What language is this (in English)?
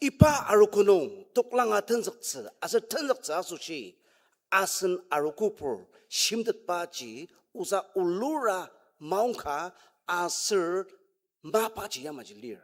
Ao Naga